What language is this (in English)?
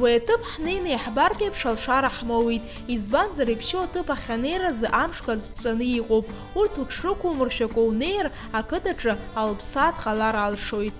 Abkhazian